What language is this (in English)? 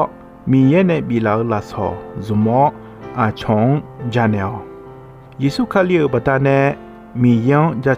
Akha